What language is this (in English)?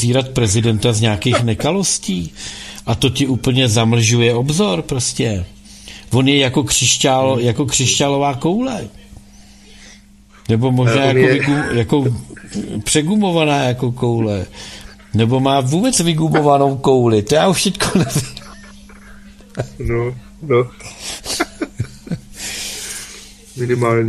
Czech